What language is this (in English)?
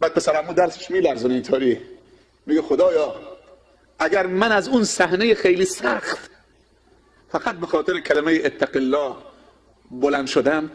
Persian